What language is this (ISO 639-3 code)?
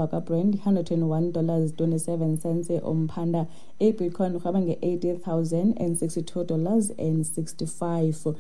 xho